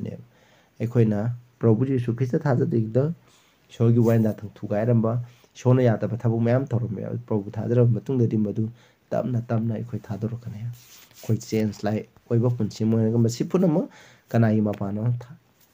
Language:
Manipuri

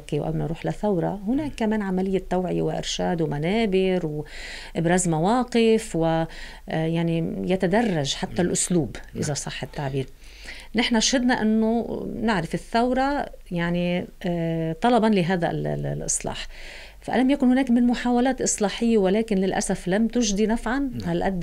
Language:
Arabic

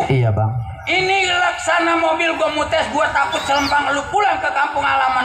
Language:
Betawi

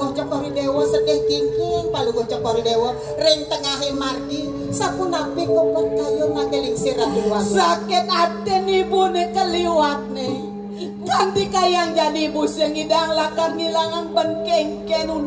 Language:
Balinese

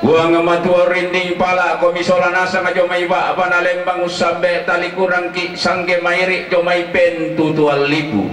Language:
Toraja-Sa'dan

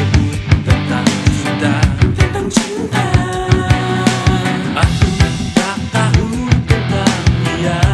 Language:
Malay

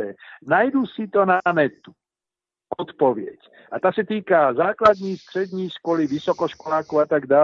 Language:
Czech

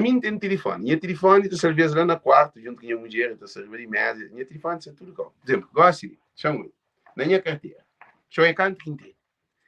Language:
Kabuverdianu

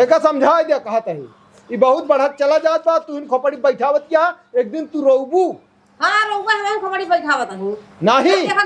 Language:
Awadhi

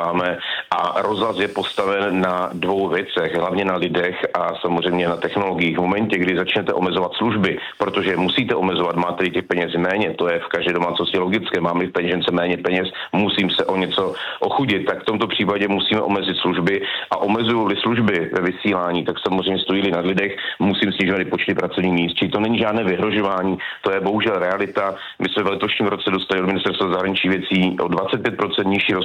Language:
Czech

